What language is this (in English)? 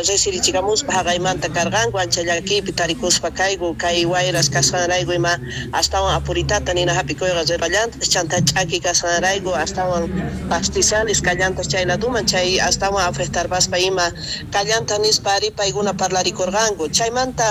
South Bolivian Quechua